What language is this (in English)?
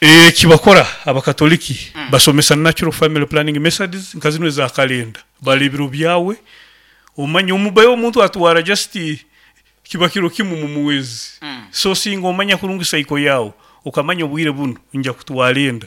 Nyankole